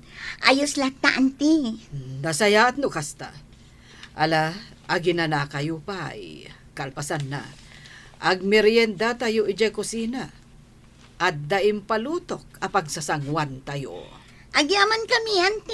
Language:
Iloko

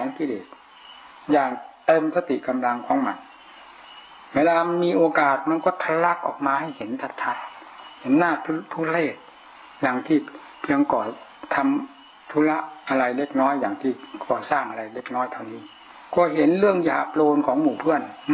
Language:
Thai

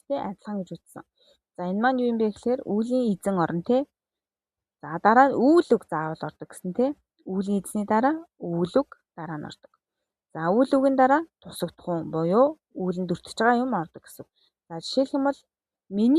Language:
Mongolian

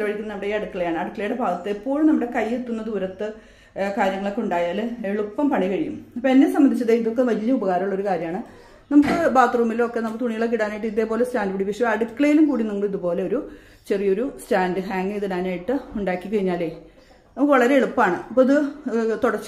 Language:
Malayalam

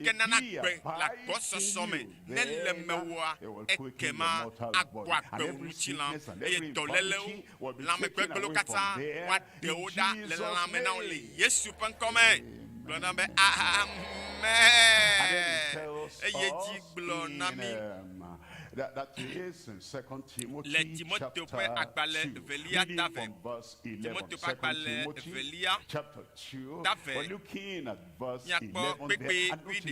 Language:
Ewe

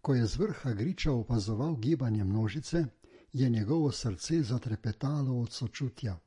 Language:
Slovenian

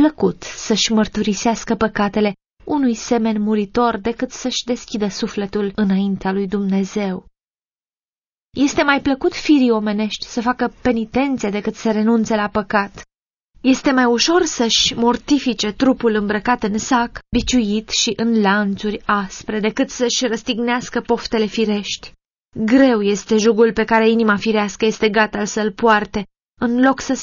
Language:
Romanian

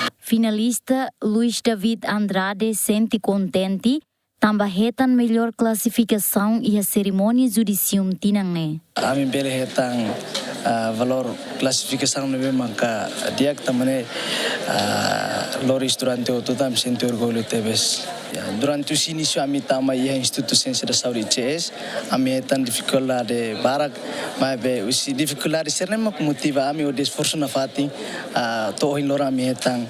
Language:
Tetum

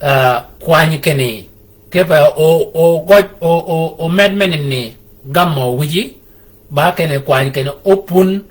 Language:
Shilluk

